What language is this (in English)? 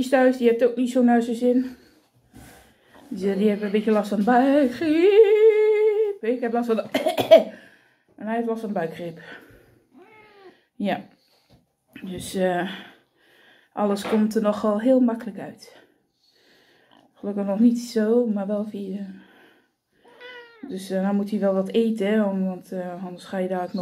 Dutch